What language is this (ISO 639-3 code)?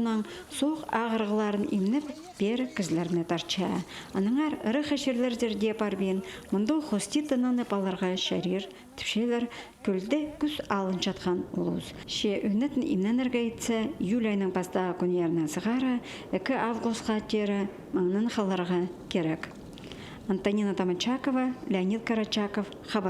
kjh